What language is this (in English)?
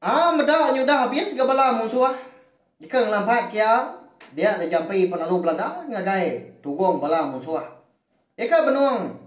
Iban